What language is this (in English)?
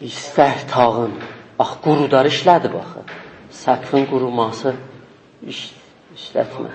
South Azerbaijani